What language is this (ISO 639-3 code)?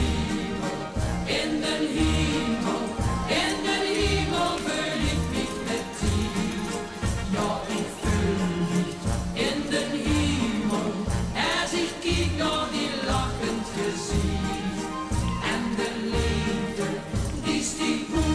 lim